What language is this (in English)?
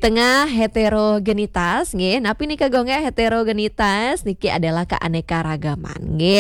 Balinese